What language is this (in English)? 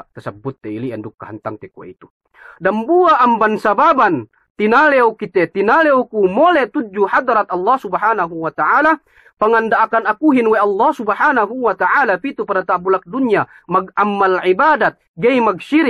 Yakan